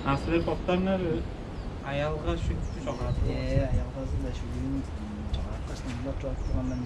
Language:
Tuvinian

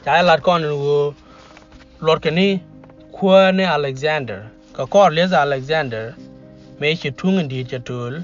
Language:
Nuer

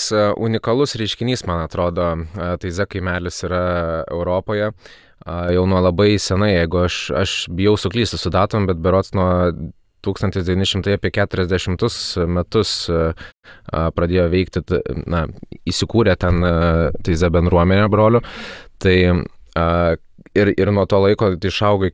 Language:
Lithuanian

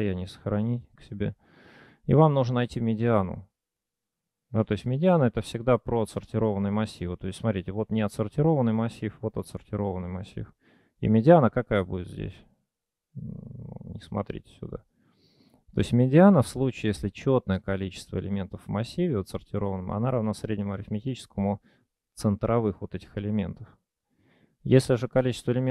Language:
Russian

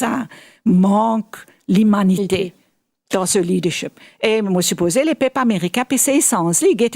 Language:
Morisyen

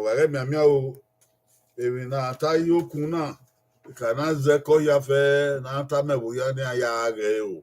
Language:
Bini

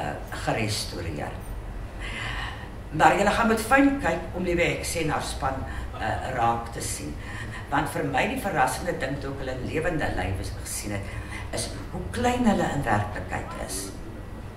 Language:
Afrikaans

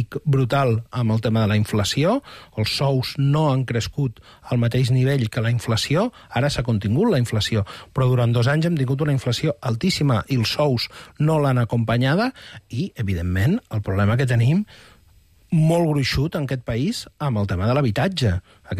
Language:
Catalan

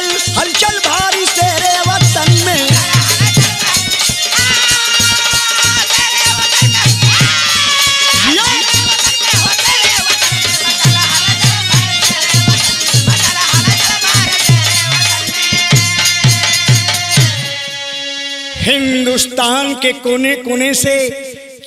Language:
Bhojpuri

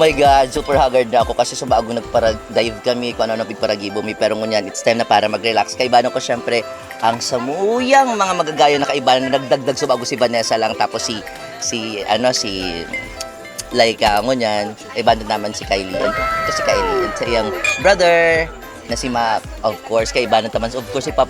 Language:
Bikol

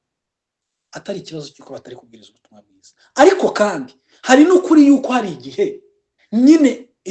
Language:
Kinyarwanda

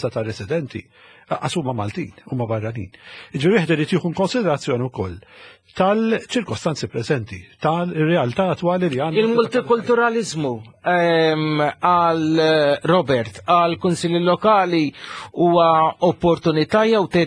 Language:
Maltese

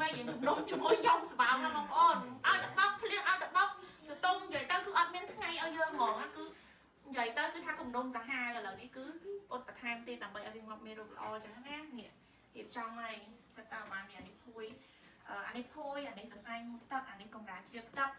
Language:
Khmer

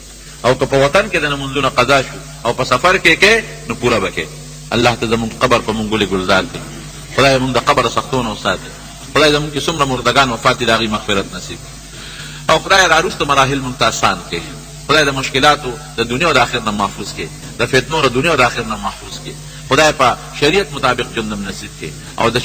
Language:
Pashto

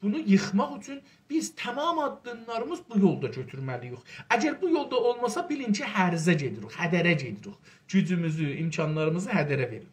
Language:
South Azerbaijani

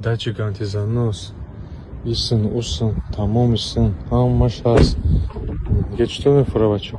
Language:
Tajik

